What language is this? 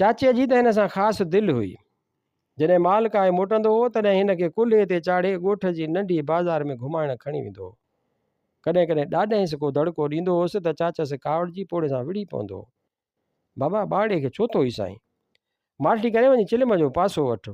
Sindhi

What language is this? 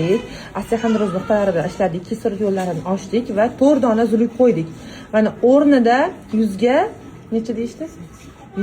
Uzbek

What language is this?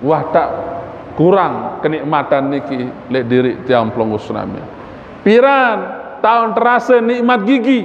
Sasak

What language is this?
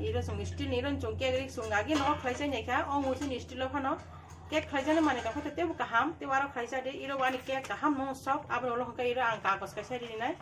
Kok Borok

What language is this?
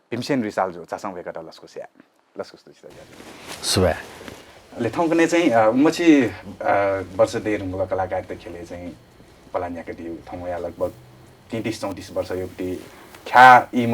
Newari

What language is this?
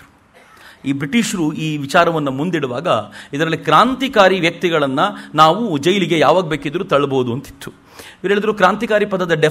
Kannada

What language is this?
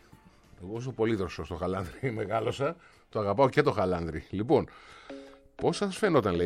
Greek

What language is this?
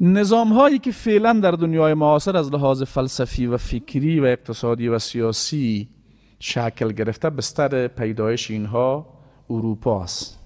Persian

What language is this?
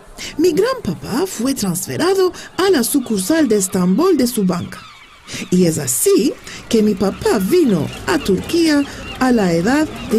Ladino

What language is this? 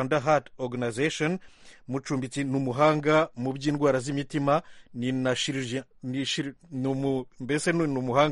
Kinyarwanda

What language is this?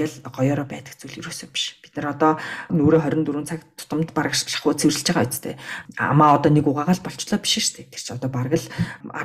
Mongolian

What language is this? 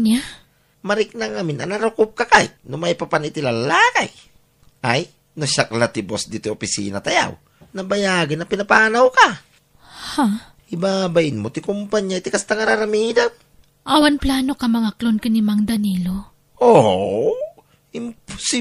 Iloko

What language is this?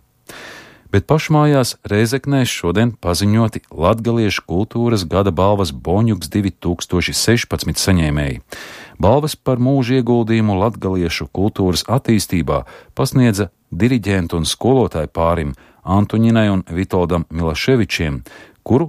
Latvian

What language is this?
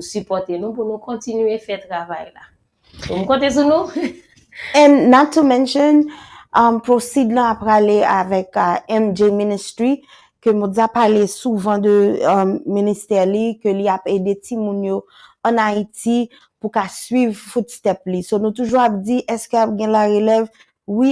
Haitian Creole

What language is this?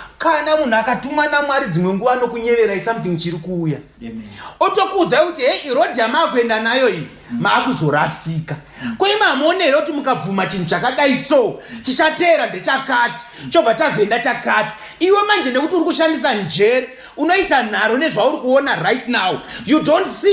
Shona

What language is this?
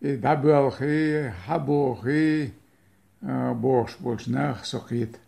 Chechen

